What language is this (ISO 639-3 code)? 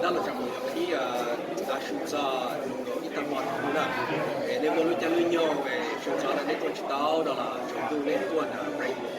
hmn